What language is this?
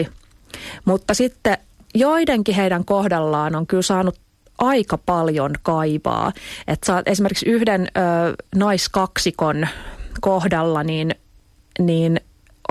Finnish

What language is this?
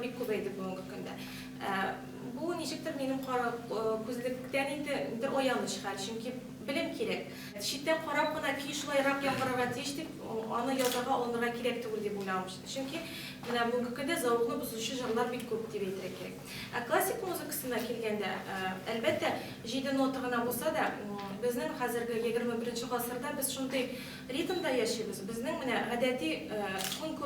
Tatar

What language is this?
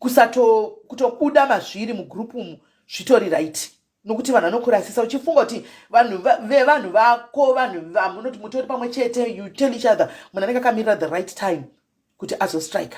Shona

